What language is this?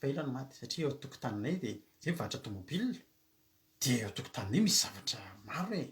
Malagasy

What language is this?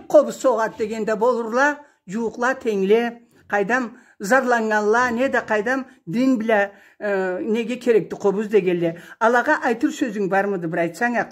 Karachay-Balkar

